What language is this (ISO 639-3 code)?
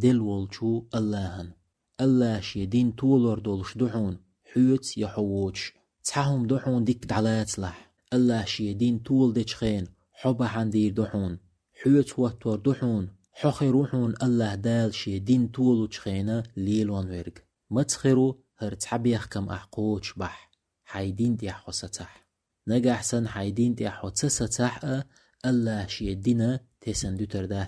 che